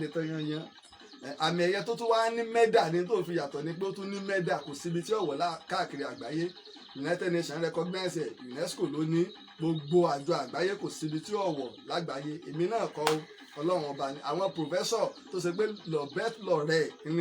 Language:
Yoruba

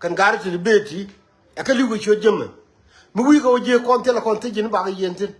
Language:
Nuer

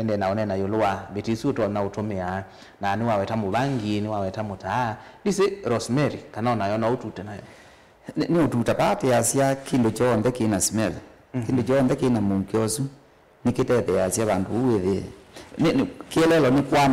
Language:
Kamba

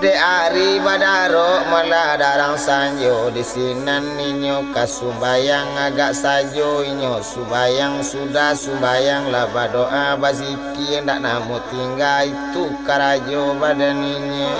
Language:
Minangkabau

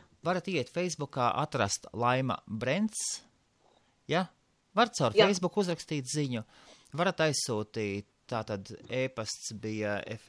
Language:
Latvian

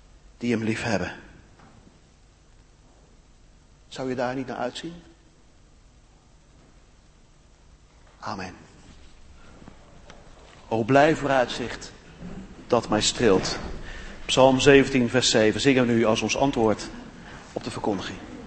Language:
Dutch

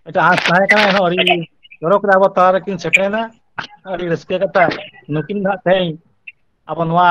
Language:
Santali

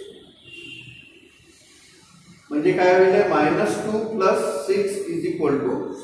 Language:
Marathi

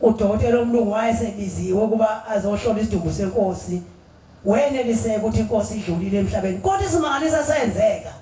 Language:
Zulu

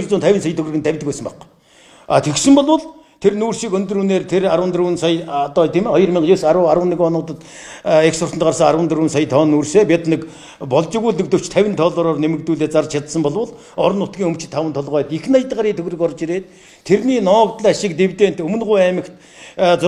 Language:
Mongolian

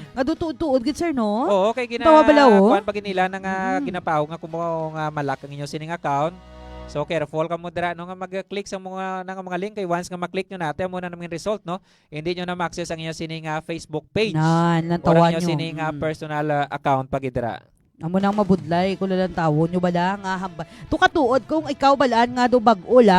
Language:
Hiligaynon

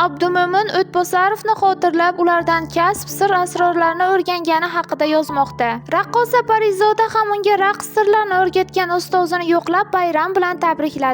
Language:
Uzbek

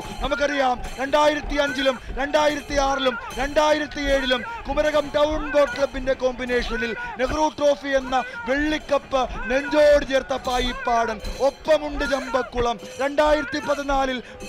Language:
Malayalam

